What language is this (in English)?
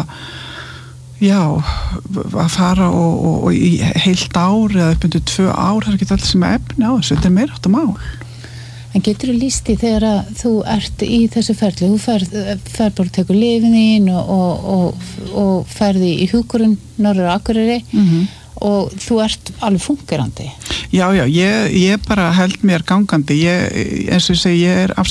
Icelandic